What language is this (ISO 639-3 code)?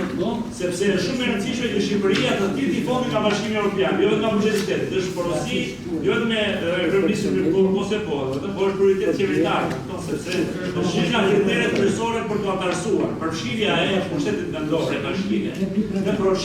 sqi